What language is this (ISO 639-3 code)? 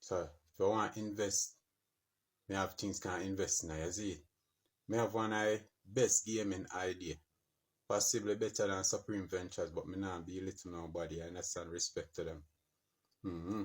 jam